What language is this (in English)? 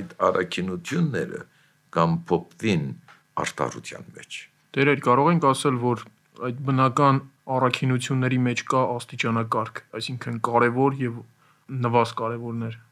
Armenian